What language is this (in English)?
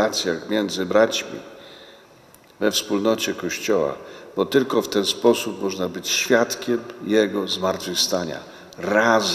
Polish